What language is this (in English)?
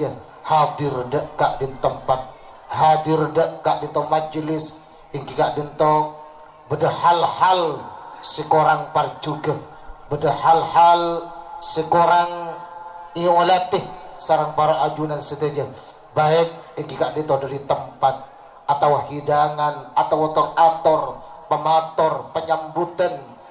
Madurese